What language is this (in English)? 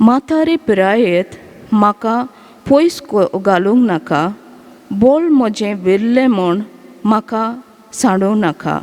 Konkani